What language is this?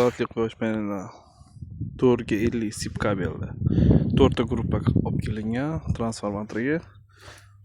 Uzbek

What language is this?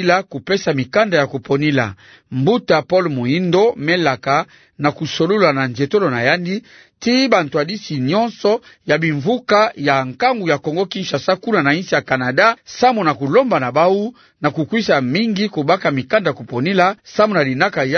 Kituba (Democratic Republic of Congo)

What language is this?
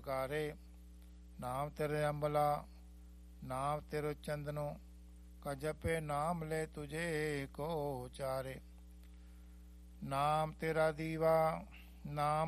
Punjabi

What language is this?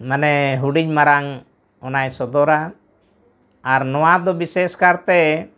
Santali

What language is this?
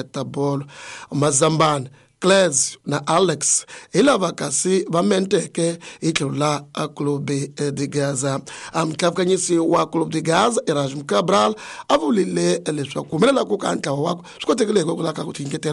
Tsonga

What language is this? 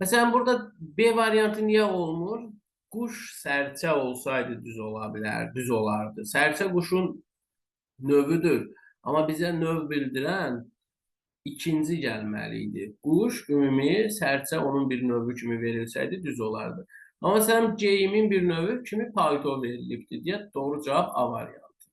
Azerbaijani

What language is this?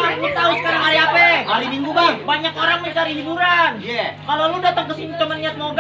Betawi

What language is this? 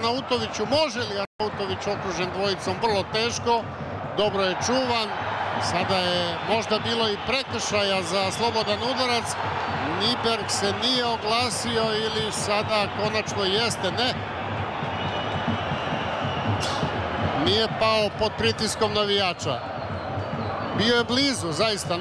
Serbian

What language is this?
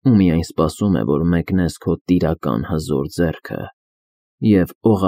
Armenian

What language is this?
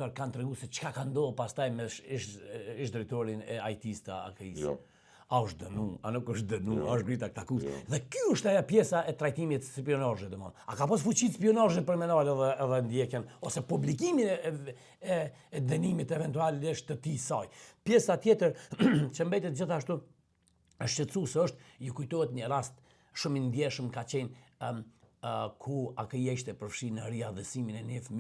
Albanian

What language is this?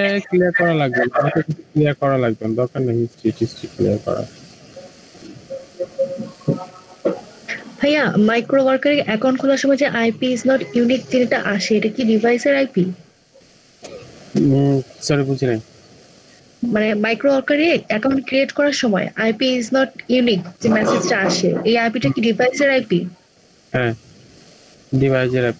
Bangla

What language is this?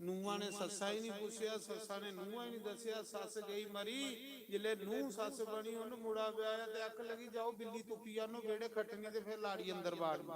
Dogri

